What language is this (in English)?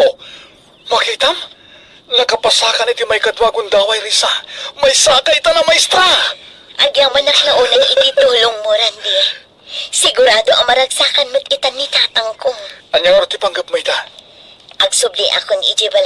Iloko